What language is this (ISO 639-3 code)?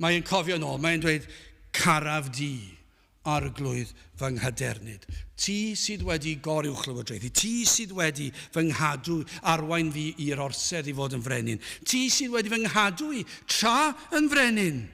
cym